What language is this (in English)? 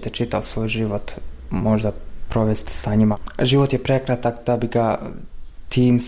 Serbian